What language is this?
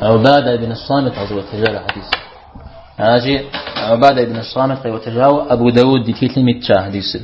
Kabardian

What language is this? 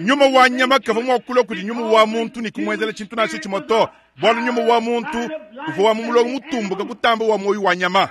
Luba-Lulua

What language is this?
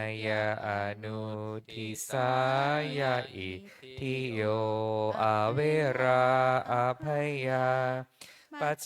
Pali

